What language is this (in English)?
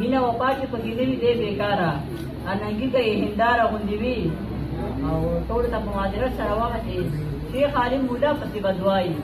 Pashto